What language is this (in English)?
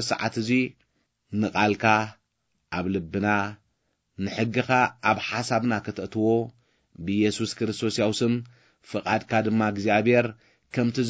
Tigrinya